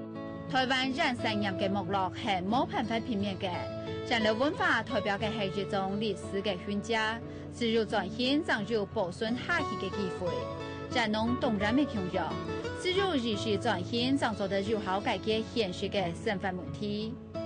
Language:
Hakka Chinese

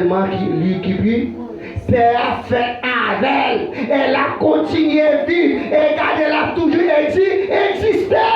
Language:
Haitian Creole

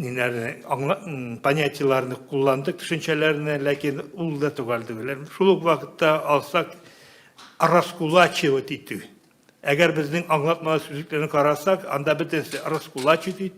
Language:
Tatar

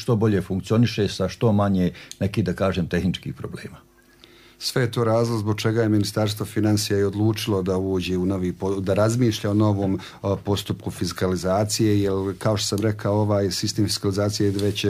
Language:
Serbian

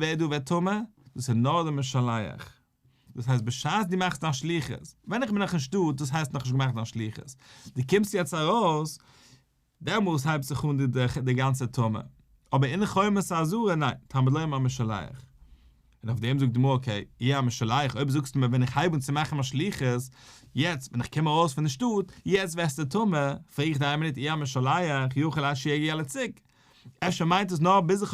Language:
Yiddish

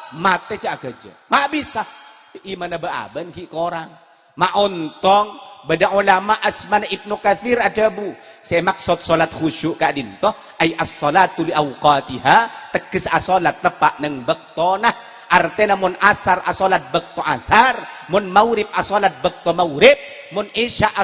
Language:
Madurese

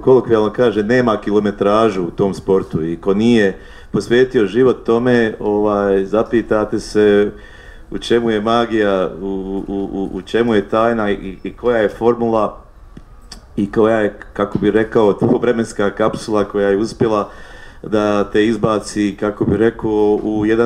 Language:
Bosnian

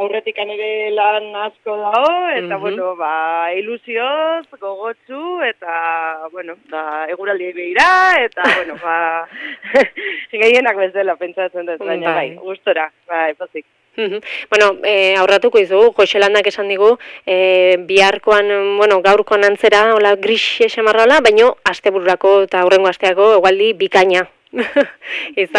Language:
Basque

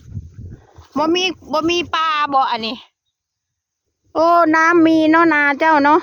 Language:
Northeastern Thai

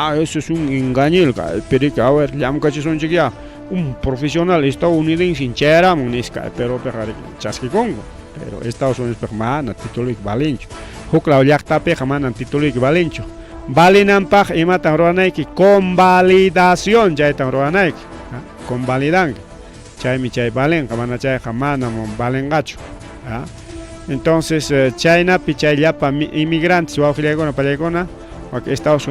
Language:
Ayacucho Quechua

